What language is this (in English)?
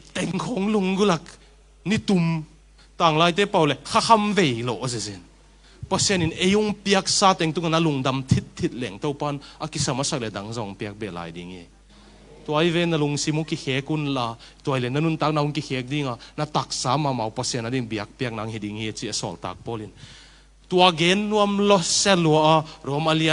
Tedim Chin